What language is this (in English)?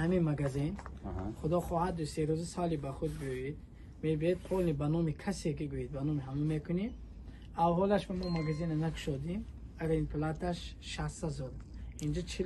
Tajik